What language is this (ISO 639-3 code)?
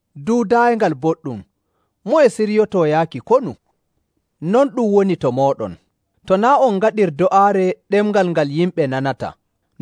fuv